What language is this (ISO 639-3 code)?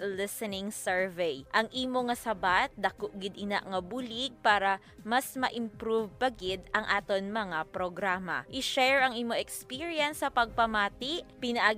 hil